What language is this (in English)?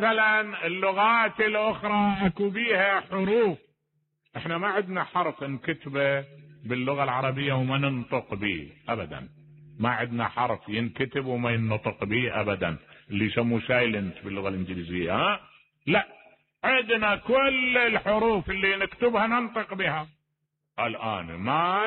Mesopotamian Arabic